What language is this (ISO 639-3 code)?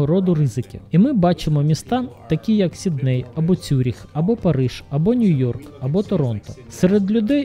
ukr